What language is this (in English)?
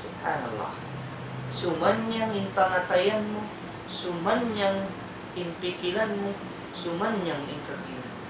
Tausug